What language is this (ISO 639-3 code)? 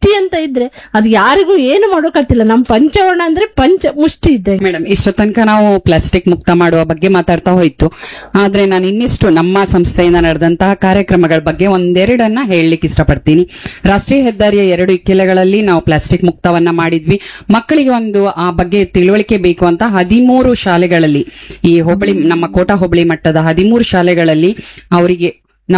kan